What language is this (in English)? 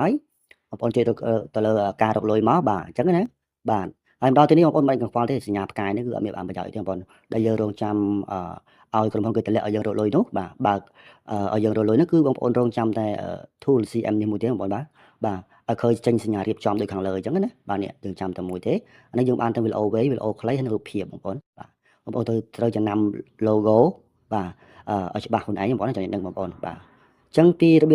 Khmer